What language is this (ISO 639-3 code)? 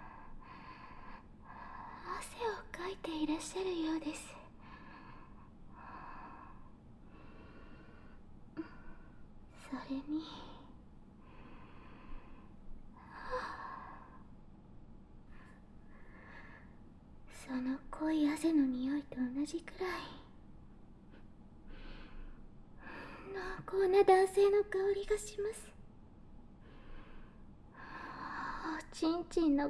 jpn